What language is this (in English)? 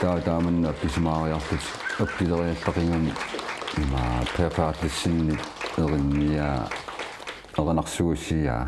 Kalaallisut